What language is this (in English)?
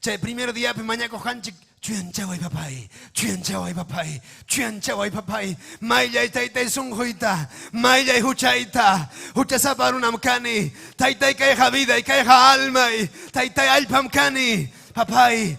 Ayacucho Quechua